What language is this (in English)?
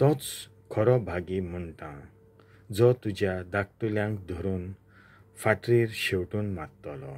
Konkani